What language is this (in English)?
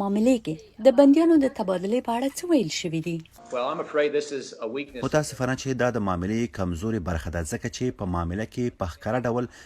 Pashto